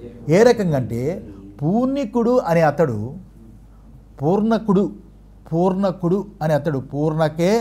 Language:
Telugu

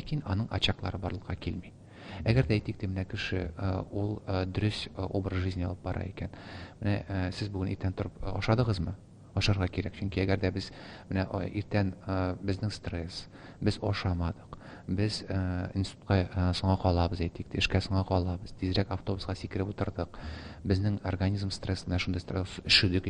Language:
Tatar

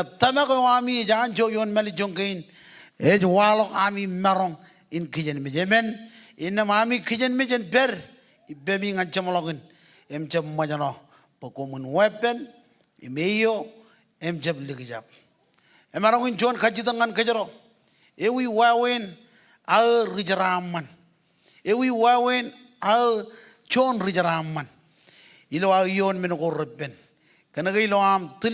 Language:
Marshallese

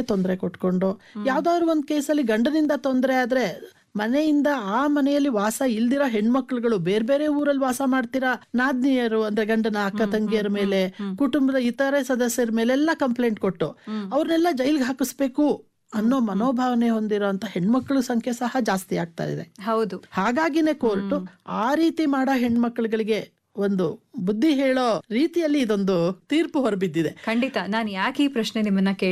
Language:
Kannada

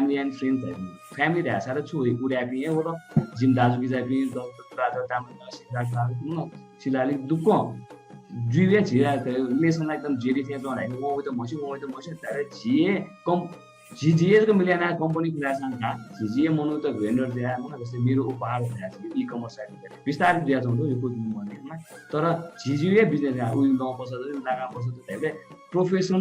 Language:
Newari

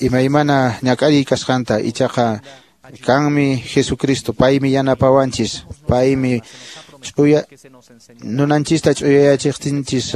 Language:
Quechua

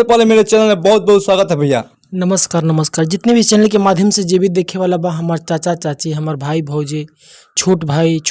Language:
Bhojpuri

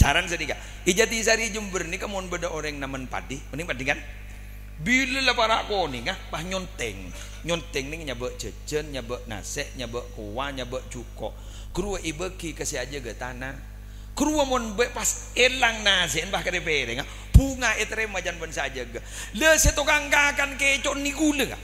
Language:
Madurese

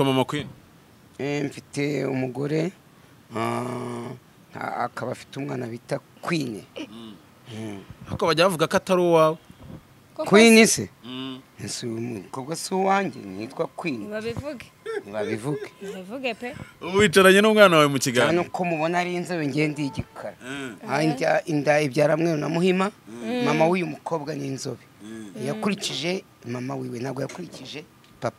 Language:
Kinyarwanda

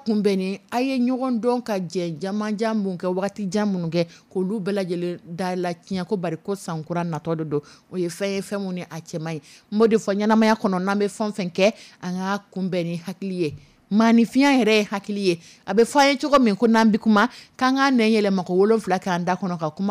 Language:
Dyula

